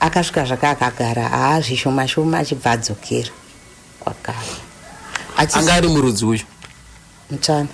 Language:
Shona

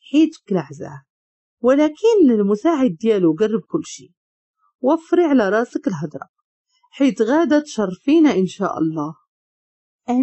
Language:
Moroccan Arabic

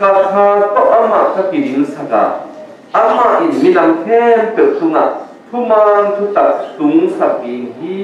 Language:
Tedim Chin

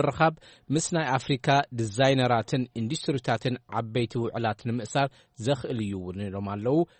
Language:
Tigrinya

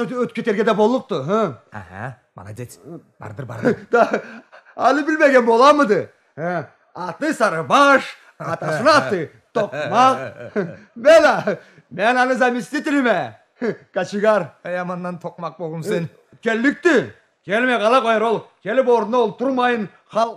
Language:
Karachay-Balkar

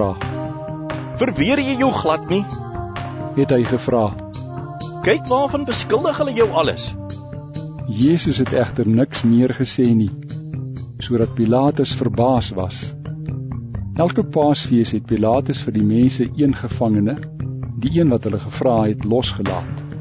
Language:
Afrikaans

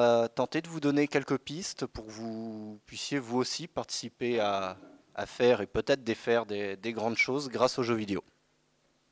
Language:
French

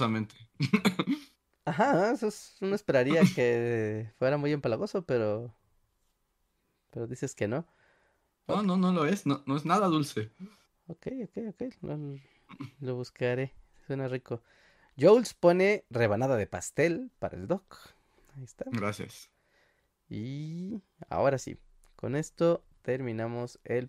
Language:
Spanish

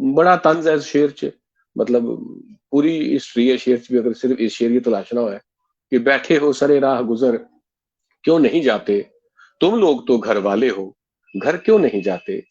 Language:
Dogri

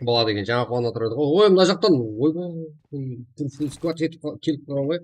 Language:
Kara-Kalpak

